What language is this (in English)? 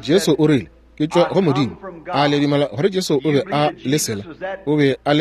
Northern Sotho